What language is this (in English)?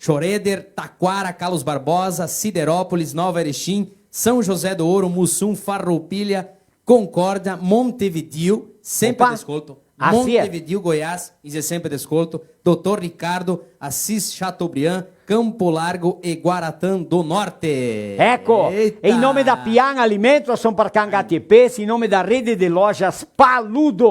Venetian